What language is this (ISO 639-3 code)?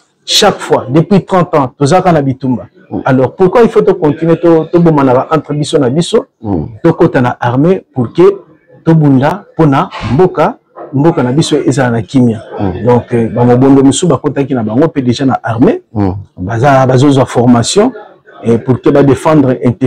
lin